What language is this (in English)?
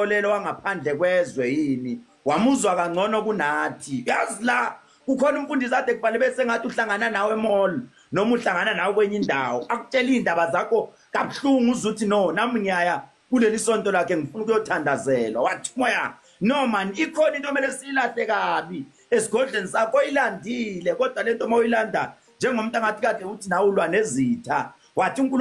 Zulu